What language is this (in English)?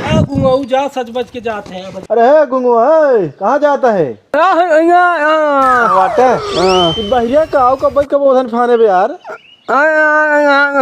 Awadhi